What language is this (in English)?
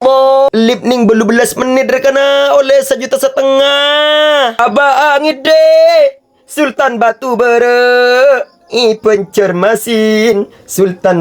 Madurese